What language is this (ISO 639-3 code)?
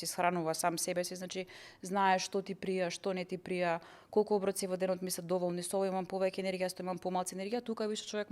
mkd